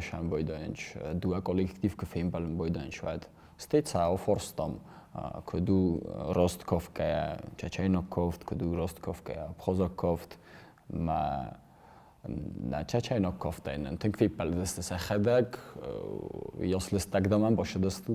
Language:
Ossetic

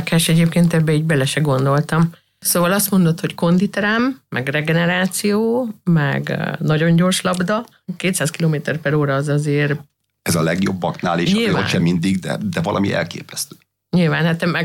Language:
Hungarian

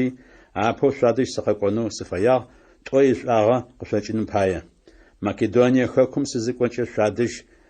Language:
Adyghe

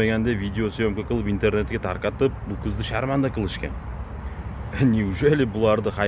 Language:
Uzbek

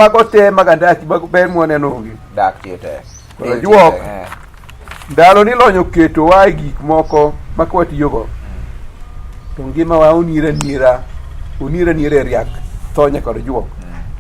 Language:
Luo (Kenya and Tanzania)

